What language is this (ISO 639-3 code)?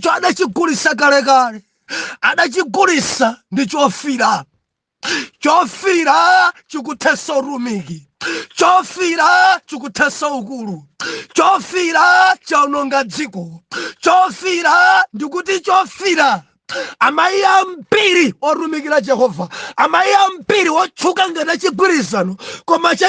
nya